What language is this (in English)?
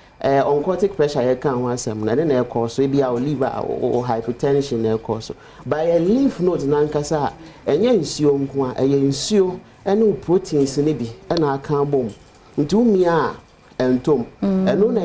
Akan